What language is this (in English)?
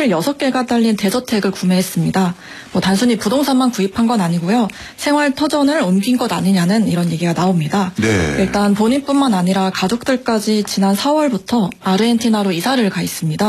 Korean